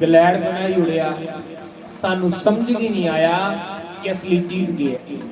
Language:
Dogri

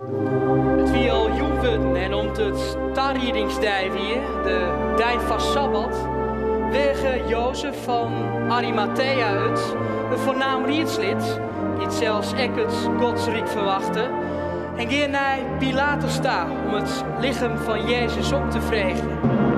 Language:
Western Frisian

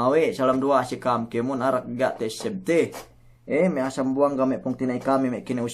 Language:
Yakan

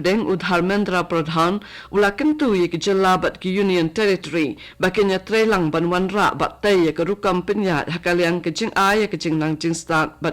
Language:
Khasi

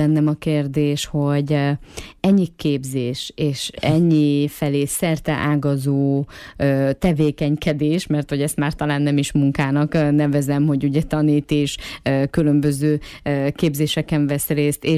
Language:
Hungarian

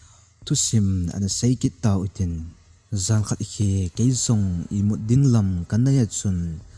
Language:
Thado Chin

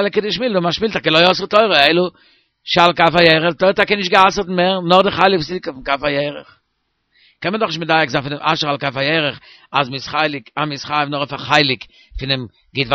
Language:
Yiddish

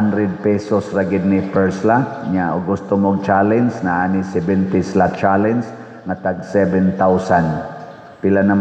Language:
Cebuano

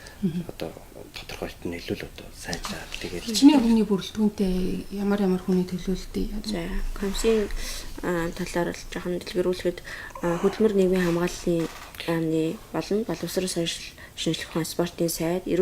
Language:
Mongolian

